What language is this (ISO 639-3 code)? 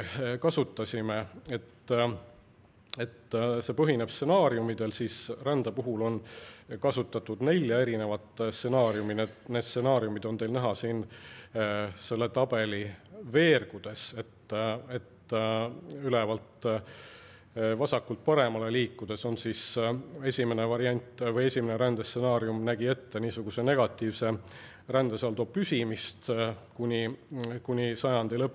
est